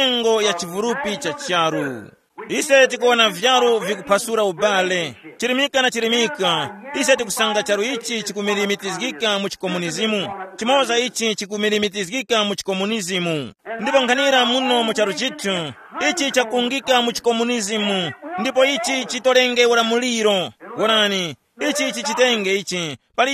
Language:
Tumbuka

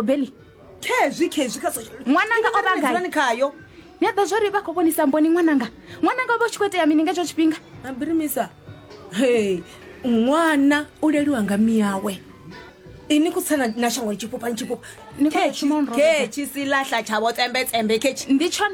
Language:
Venda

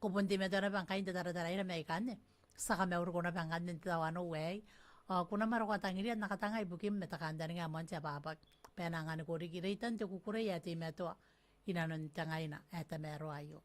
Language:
Gilbertese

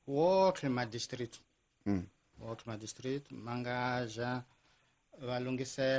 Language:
Tsonga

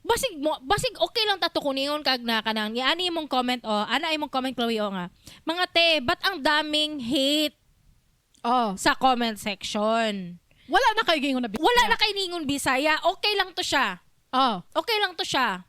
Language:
Cebuano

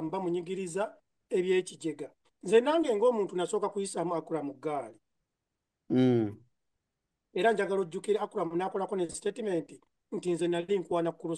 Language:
Ganda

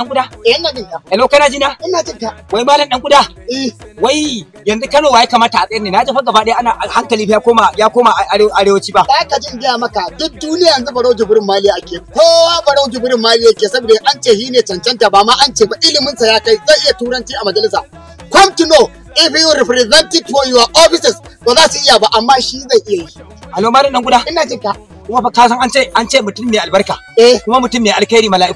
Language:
Hausa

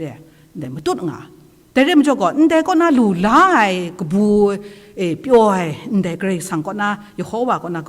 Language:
Kachin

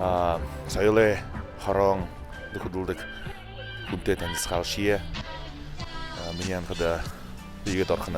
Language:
Buriat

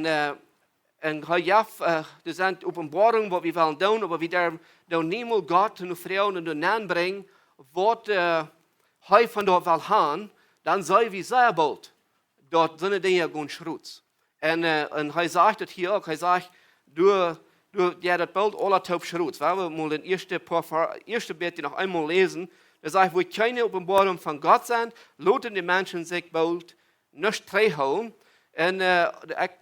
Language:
Plautdietsch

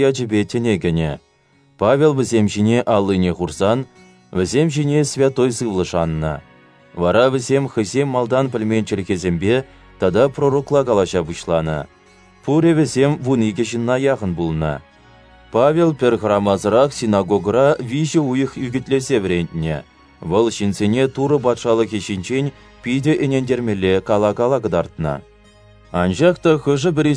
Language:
Chuvash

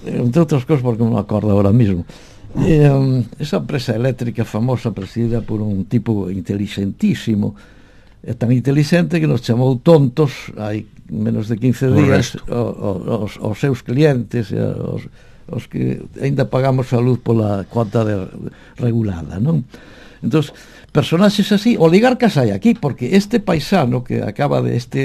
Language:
Galician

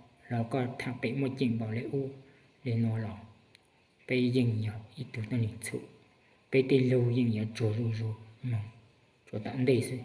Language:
Hmong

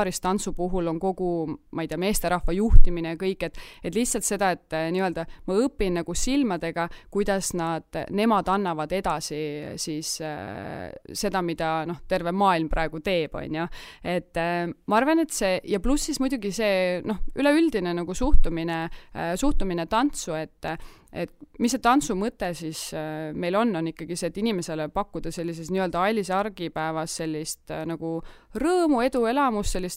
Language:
Estonian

